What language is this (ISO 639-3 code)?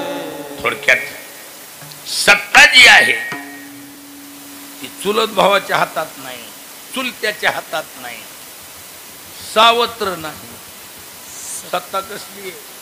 mar